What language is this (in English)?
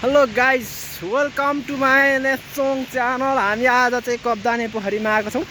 Nepali